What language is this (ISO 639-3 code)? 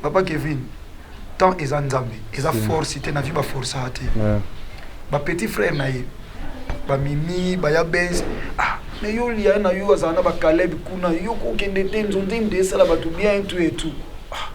lin